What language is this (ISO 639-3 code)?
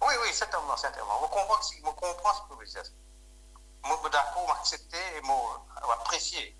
mfe